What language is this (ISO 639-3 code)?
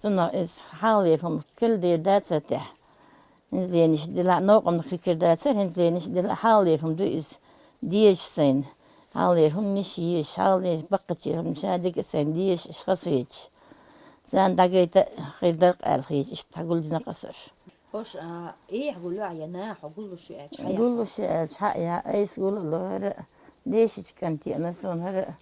che